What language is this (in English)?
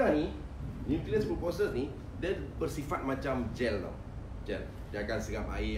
Malay